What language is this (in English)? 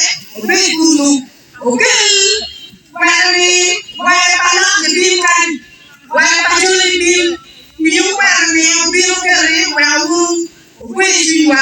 Acoli